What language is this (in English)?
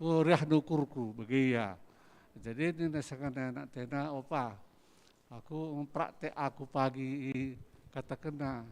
Batak Karo